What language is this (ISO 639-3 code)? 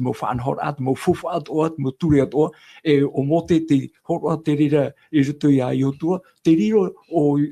tah